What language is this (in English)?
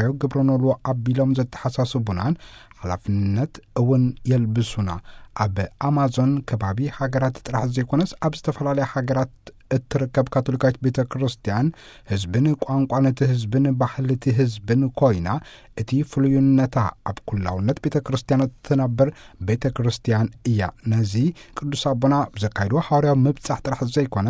Tigrinya